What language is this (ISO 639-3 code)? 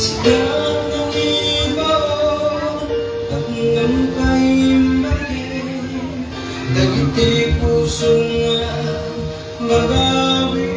ilo